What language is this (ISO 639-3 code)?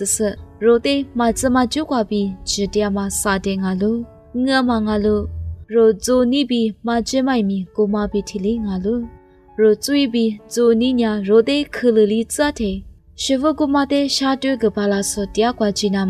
lis